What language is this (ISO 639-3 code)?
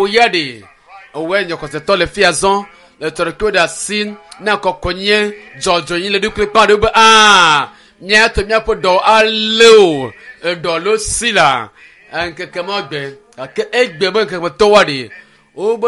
ewe